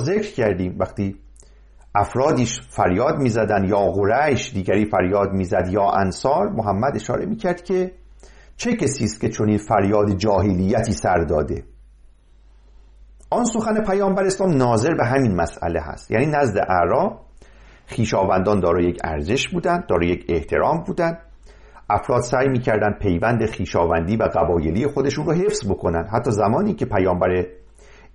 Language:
Persian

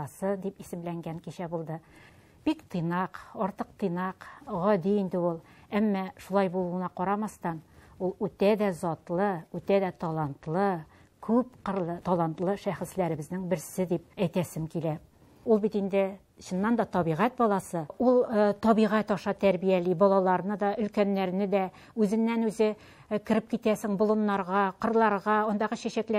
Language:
Tatar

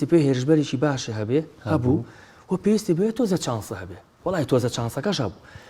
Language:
Central Kurdish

